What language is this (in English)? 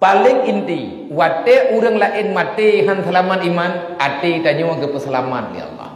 Achinese